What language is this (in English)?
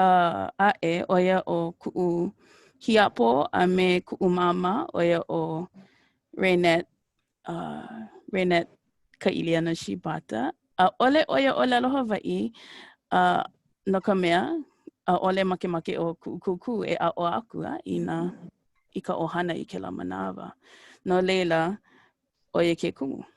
Hawaiian